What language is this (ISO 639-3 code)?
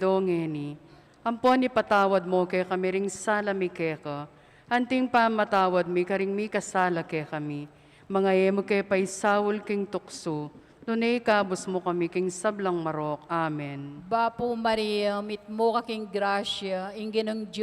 pam